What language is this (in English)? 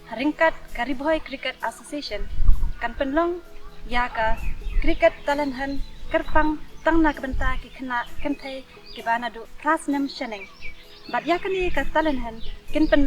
Khasi